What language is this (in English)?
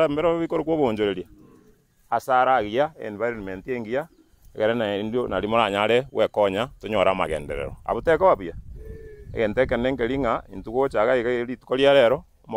Gusii